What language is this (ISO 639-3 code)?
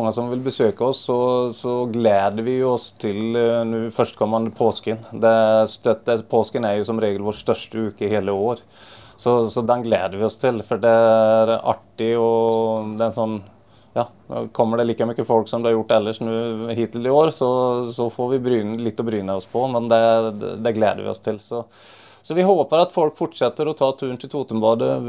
nor